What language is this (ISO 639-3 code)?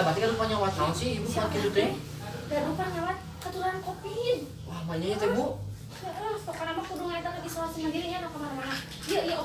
sun